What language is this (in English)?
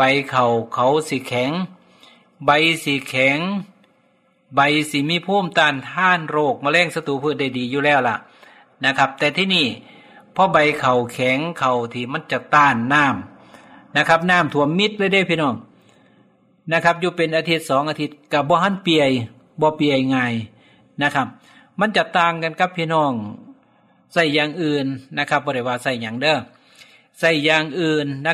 Thai